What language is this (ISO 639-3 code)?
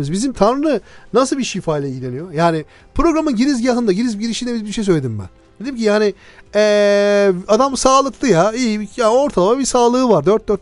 tur